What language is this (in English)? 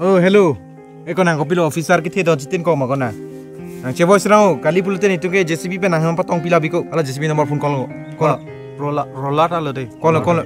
Karbi